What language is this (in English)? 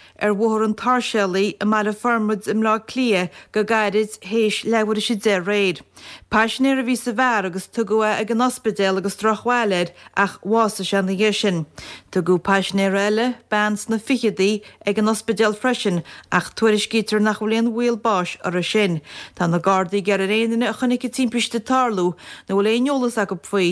Irish